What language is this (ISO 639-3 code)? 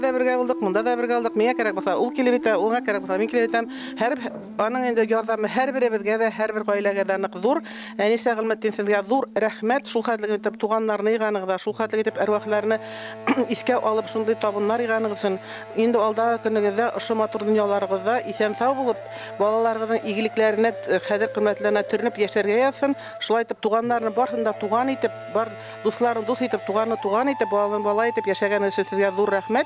bak